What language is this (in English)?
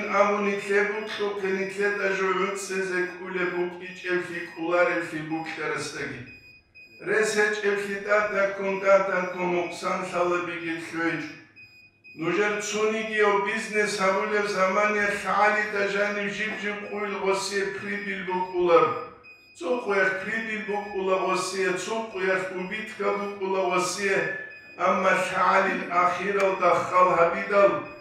Avaric